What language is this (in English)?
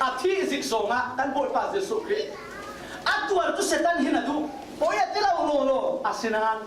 Falam Chin